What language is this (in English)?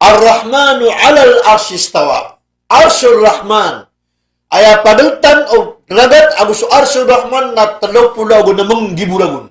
Maranao